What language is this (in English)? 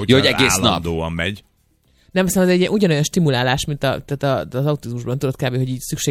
Hungarian